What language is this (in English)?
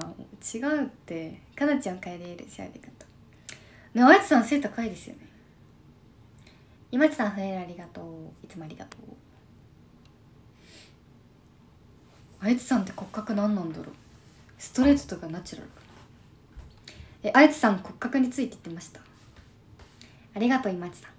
Japanese